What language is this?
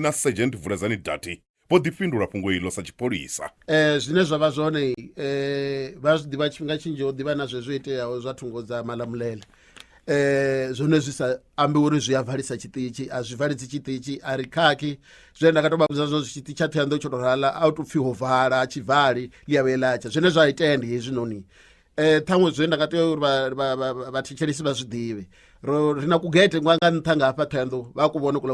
Venda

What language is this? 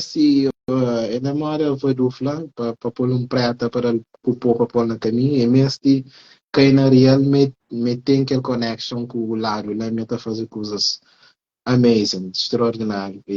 Kabuverdianu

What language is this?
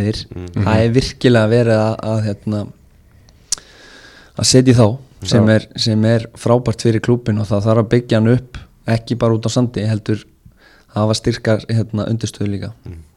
Icelandic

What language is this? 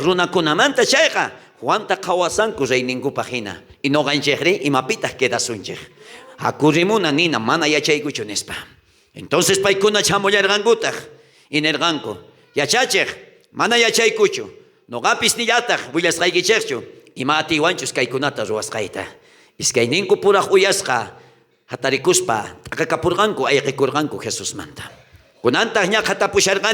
South Bolivian Quechua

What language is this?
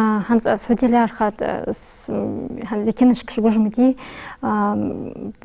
Ingush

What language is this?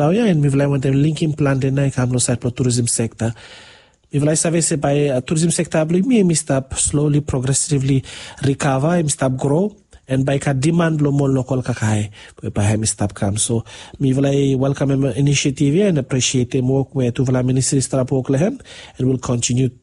Bislama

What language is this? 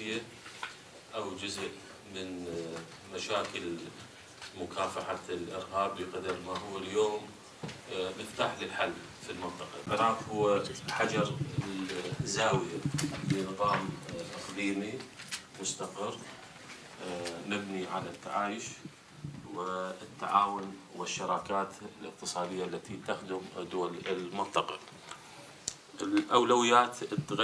Arabic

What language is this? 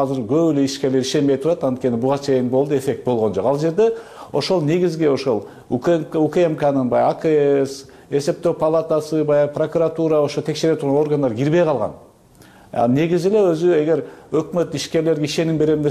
Kyrgyz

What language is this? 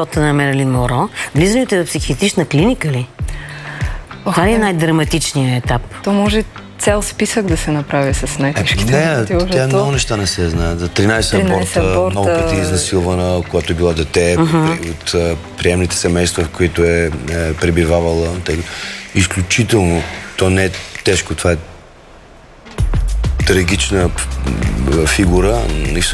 Bulgarian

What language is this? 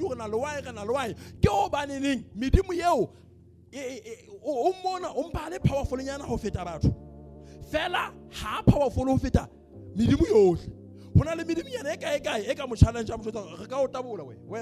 Southern Sotho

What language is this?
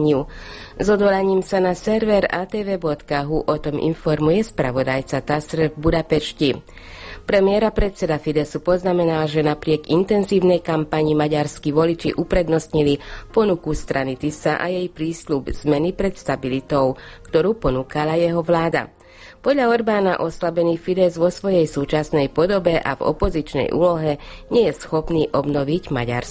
Slovak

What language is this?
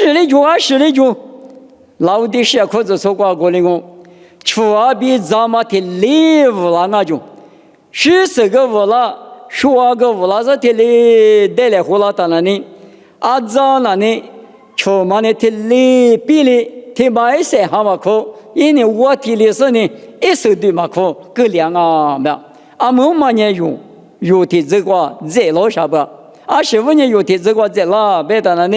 Lisu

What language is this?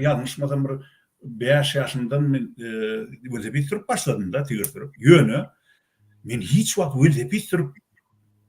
Turkmen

